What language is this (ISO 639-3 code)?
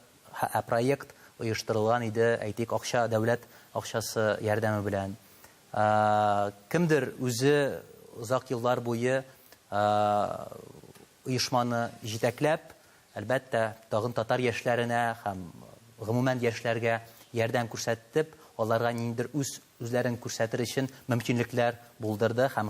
tat